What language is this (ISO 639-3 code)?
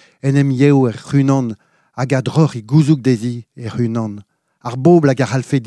bre